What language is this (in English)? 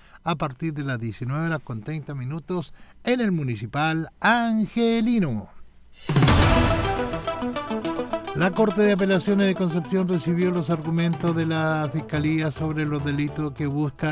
Spanish